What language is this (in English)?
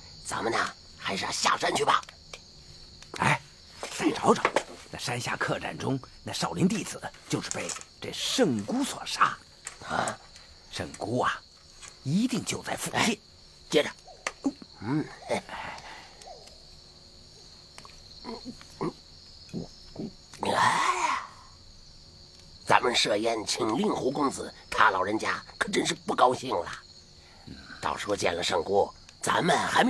Chinese